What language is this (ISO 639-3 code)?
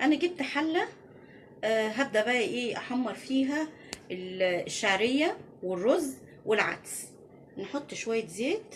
arz